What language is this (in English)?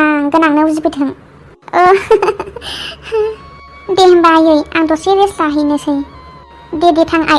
Bodo